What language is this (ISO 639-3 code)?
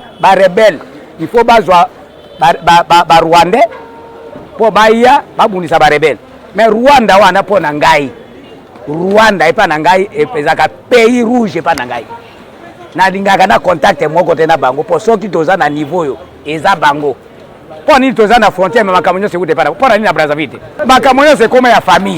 lin